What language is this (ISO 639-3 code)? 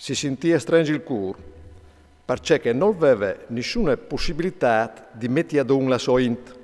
fur